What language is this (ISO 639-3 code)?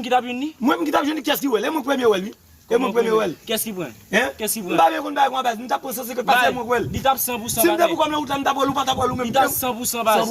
hat